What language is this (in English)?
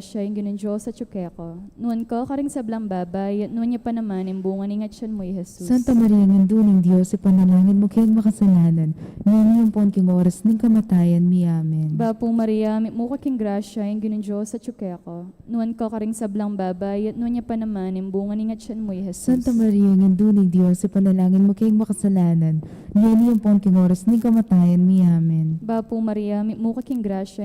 Pampanga